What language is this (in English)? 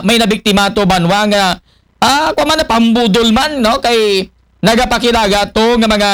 Aklanon